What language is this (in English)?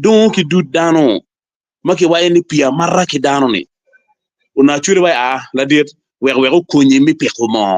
Acoli